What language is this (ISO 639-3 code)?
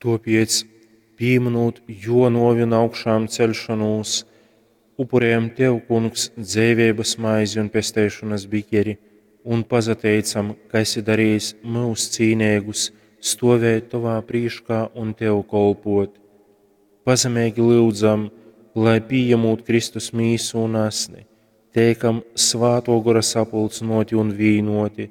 ltg